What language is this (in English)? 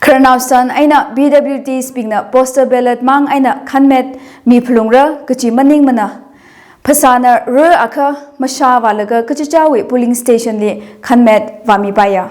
Tangkhul Naga (India)